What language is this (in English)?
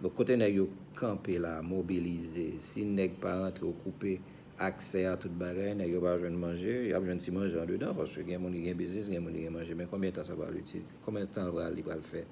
Haitian Creole